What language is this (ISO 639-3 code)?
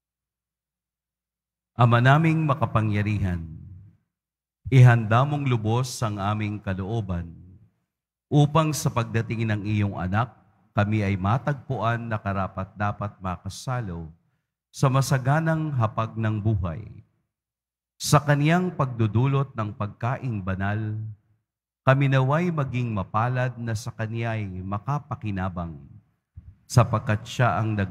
fil